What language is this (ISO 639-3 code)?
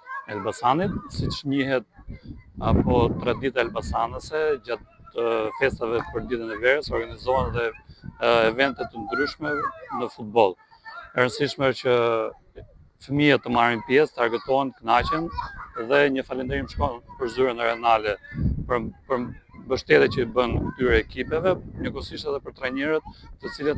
sqi